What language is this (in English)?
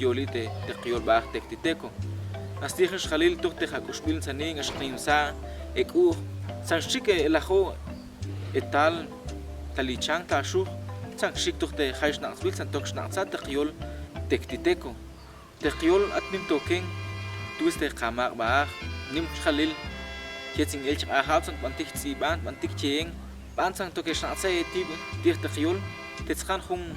Tektiteko